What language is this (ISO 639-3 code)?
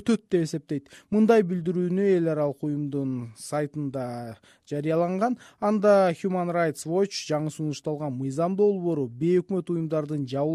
kir